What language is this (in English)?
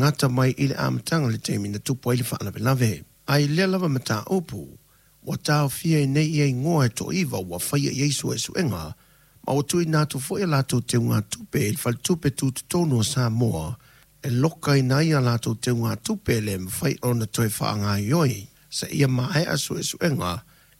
Samoan